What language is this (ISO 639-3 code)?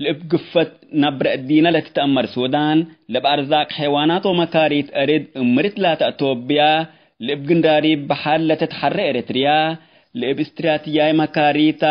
tig